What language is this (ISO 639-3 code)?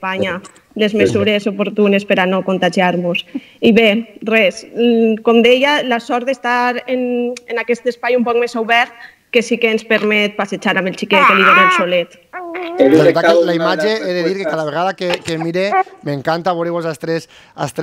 cat